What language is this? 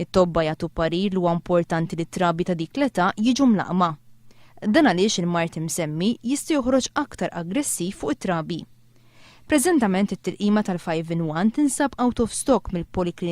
Maltese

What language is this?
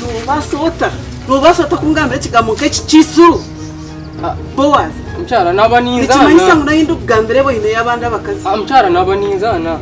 Nyankole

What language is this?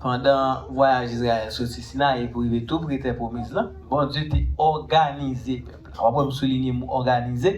Haitian Creole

